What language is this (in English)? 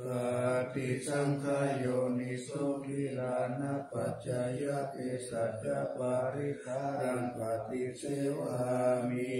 Pali